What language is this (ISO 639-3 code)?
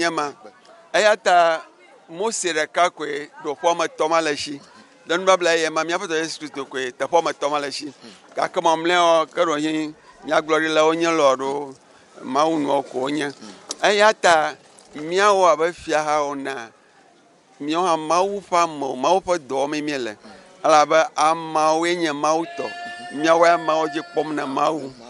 ewe